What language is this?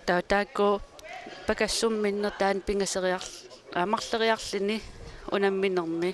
Kalaallisut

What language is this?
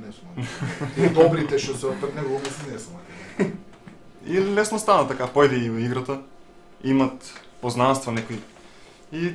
Macedonian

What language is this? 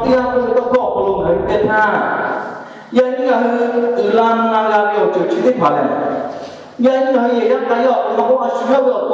Lahu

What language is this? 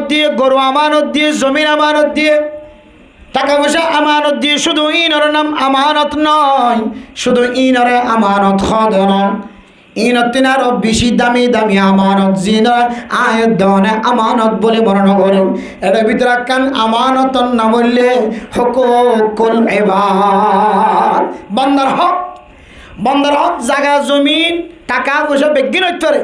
Rohingya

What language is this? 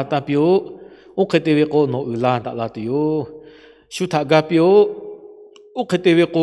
Lahu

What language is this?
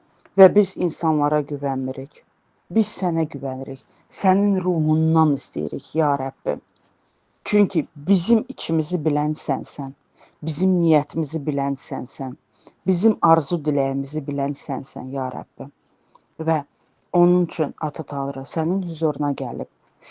Azerbaijani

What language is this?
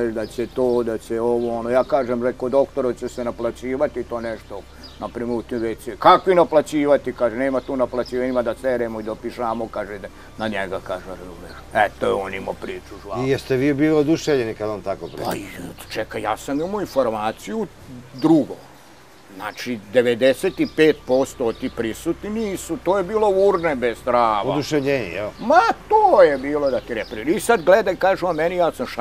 Serbian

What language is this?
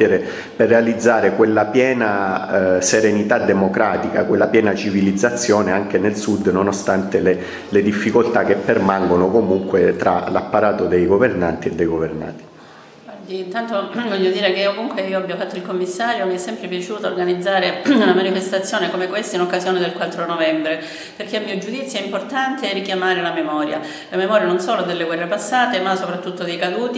Italian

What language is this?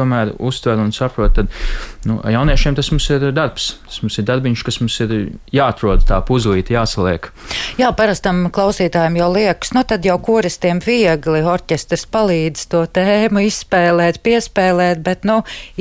Latvian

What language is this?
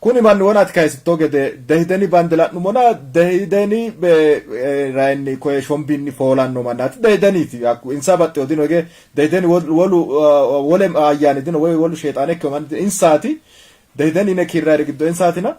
Sidamo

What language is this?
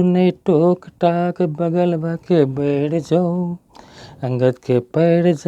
Maithili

